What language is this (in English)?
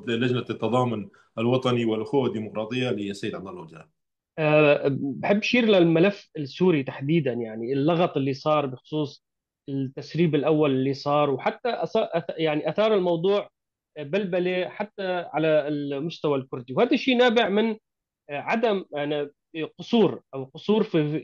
North Levantine Arabic